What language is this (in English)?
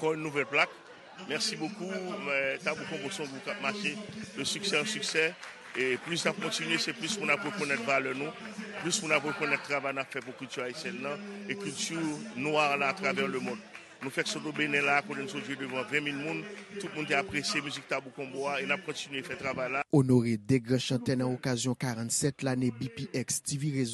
Haitian Creole